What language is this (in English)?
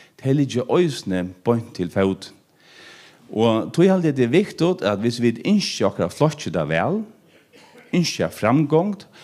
Faroese